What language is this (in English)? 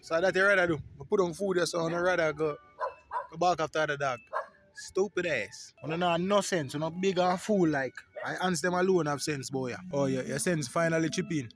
Jamaican Creole English